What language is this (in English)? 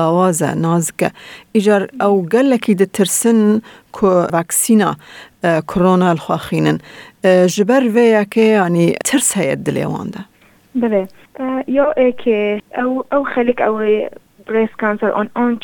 Kurdish